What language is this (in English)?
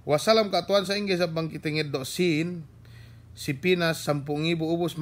Yakan